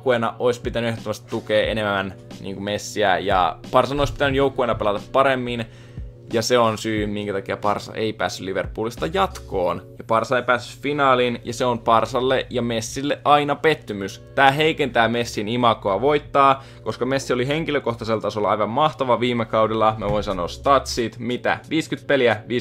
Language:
Finnish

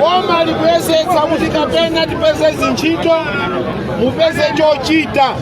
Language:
Nyanja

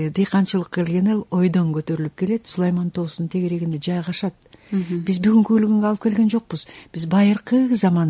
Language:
Kyrgyz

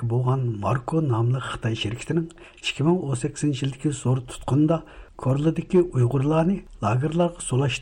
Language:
Uyghur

